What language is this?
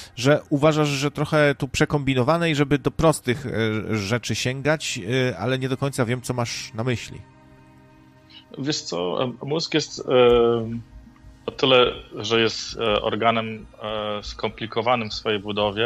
Polish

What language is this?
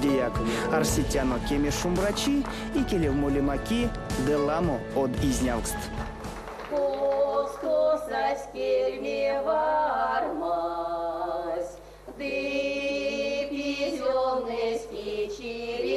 Erzya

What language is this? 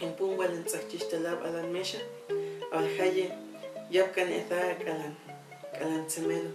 Huastec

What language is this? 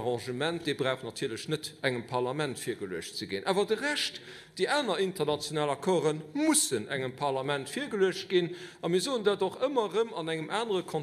Luxembourgish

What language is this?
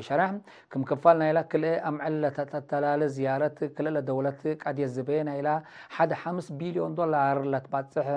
Tigre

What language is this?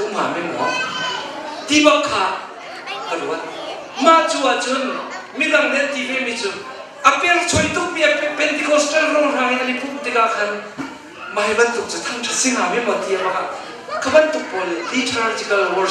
Hakha Chin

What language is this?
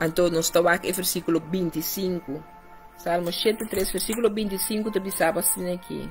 Papiamento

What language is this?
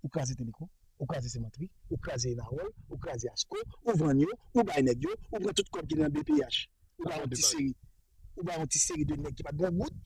Haitian Creole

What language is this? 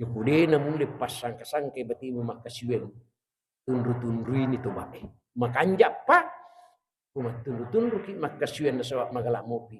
Buginese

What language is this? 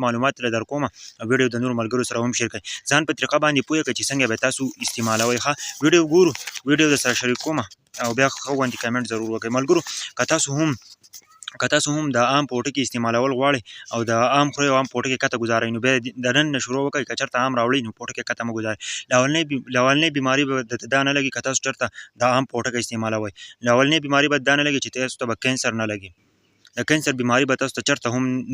Pashto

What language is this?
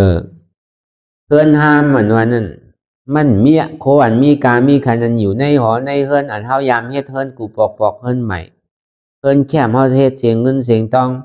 Shan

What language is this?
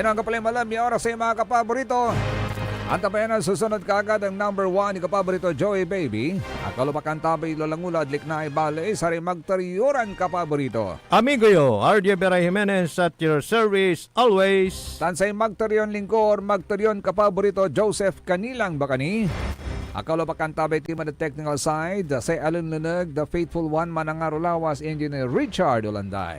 Pangasinan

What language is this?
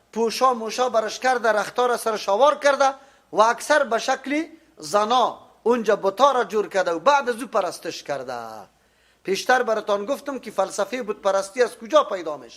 Persian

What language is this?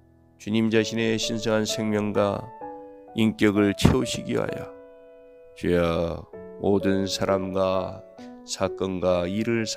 Korean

